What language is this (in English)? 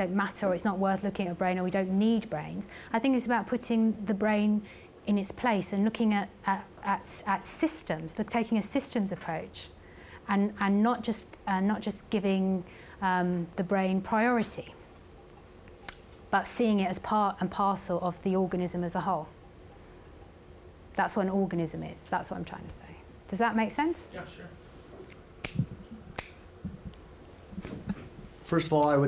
English